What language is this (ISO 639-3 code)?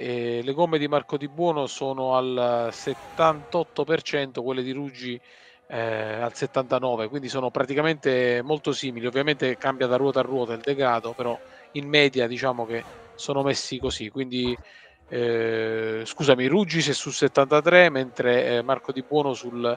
ita